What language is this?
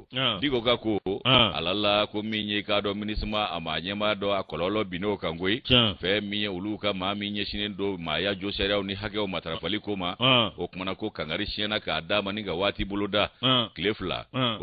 Bambara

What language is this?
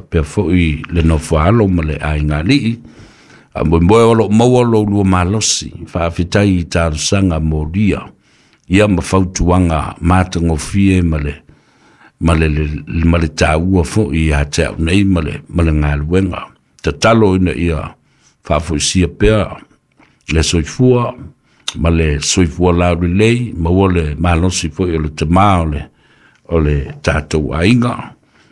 Samoan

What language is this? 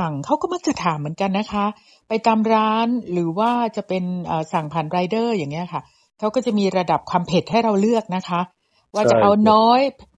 Thai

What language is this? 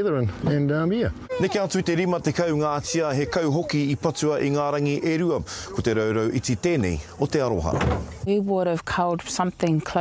Māori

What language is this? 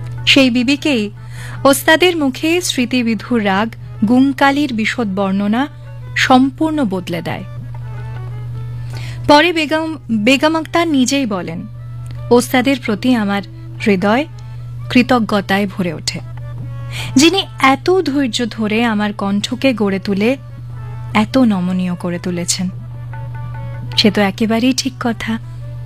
Bangla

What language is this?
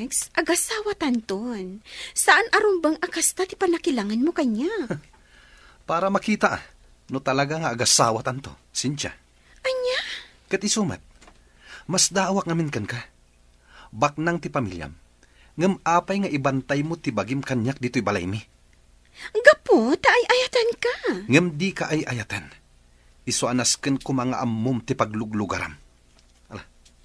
Iloko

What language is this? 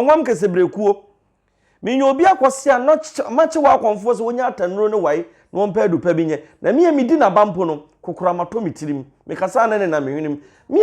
Akan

